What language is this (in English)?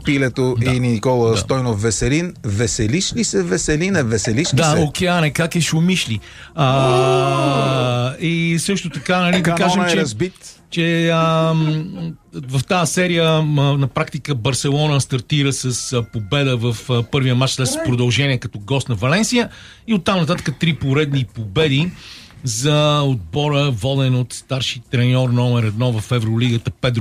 Bulgarian